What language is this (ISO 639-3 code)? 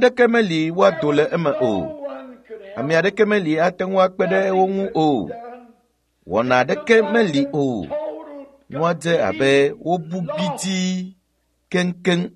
ewe